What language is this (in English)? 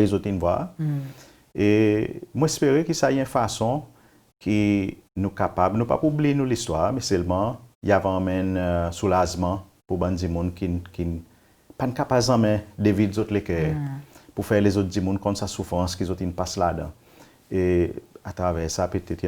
Seselwa Creole French